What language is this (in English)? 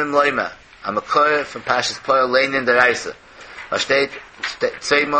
Yiddish